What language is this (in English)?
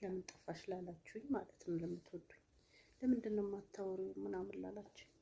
Amharic